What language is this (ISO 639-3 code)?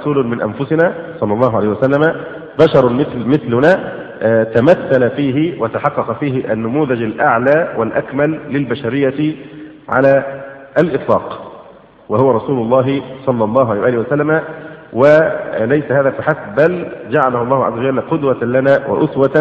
ara